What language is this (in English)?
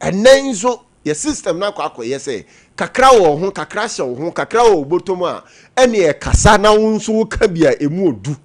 Akan